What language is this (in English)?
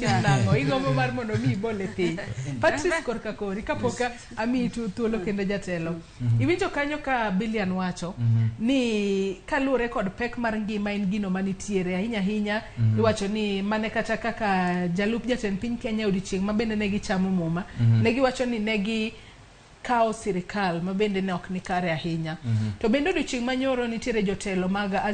Luo (Kenya and Tanzania)